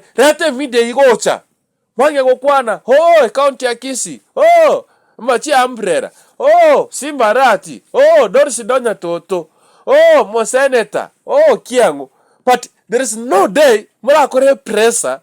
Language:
Gusii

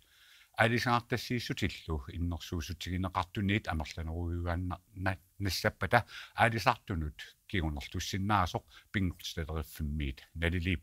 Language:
Kalaallisut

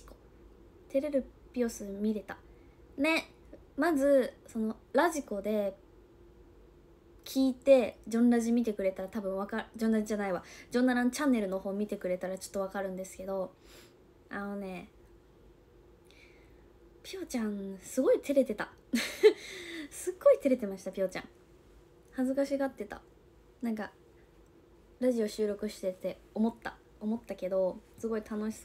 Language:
Japanese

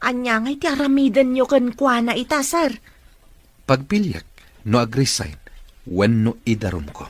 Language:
Iloko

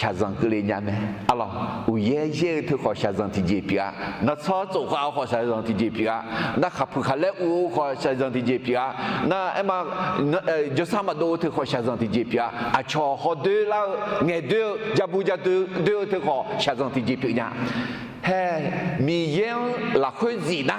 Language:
Akha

